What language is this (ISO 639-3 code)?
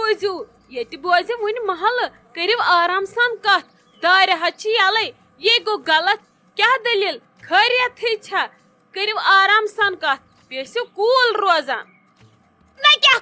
kas